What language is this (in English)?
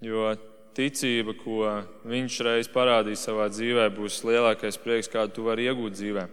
Latvian